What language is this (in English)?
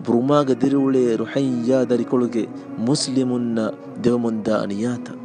Divehi